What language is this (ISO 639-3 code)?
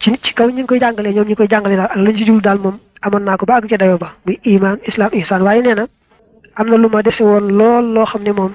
wol